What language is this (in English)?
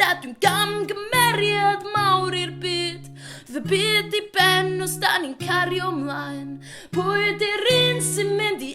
Welsh